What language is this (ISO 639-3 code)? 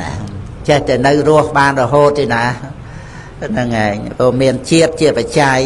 khm